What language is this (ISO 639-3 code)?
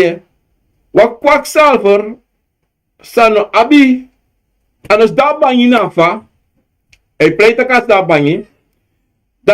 srn